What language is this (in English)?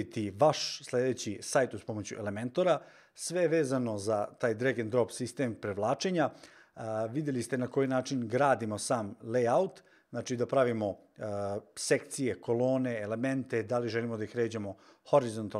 Serbian